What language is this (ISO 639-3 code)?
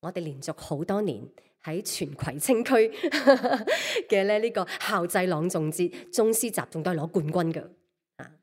yue